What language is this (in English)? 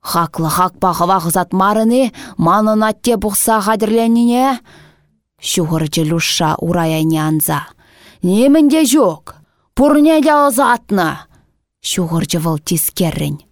Chuvash